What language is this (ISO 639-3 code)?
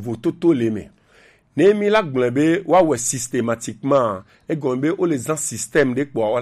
gej